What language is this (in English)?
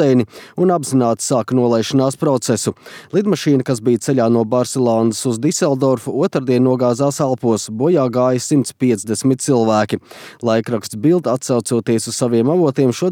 Latvian